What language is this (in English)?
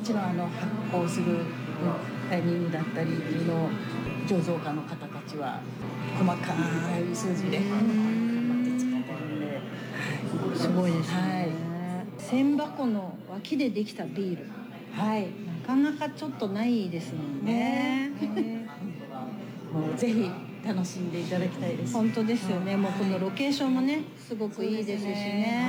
Japanese